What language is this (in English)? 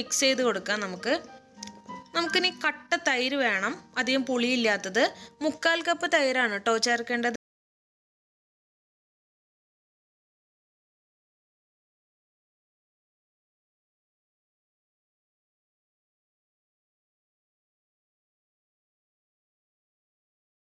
Malayalam